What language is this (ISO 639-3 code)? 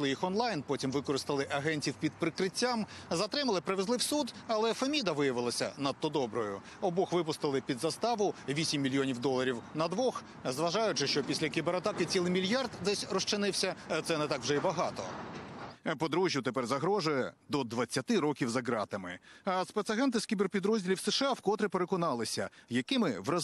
ukr